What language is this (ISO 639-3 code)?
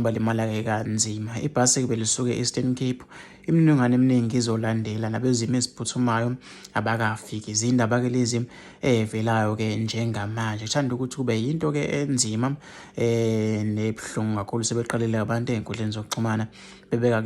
zul